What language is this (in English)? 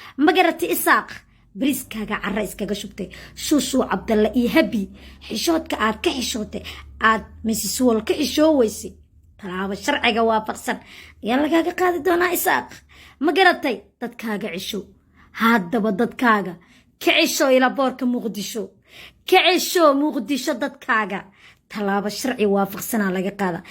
Somali